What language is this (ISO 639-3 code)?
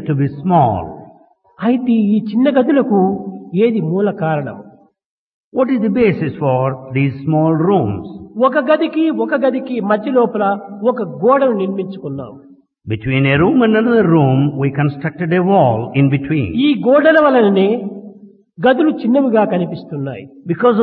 tel